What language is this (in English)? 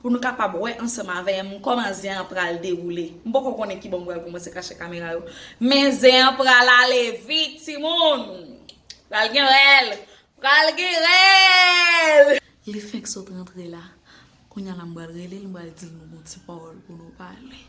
Haitian Creole